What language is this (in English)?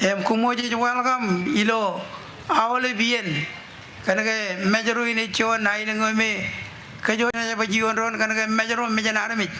Marshallese